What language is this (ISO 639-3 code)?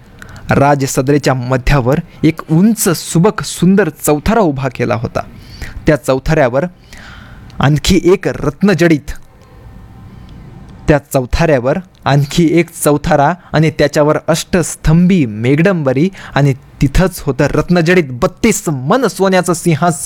mar